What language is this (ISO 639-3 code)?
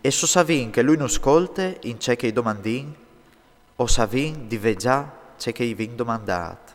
fur